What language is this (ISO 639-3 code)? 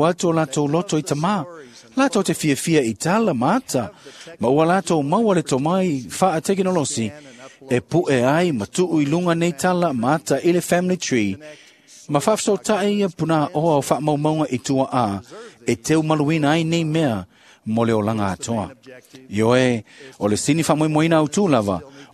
smo